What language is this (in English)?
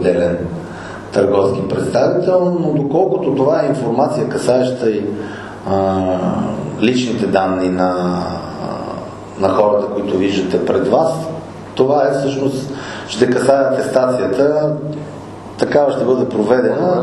Bulgarian